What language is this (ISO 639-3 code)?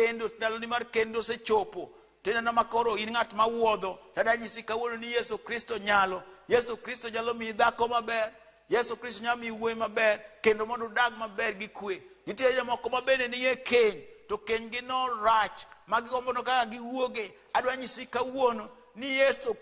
luo